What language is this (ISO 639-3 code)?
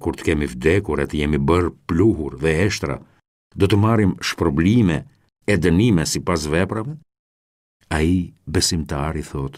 sqi